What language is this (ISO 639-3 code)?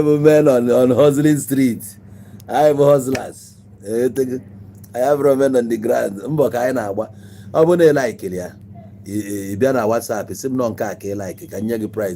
ibo